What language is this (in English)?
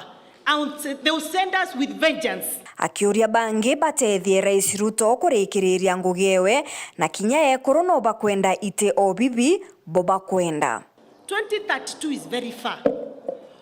Meru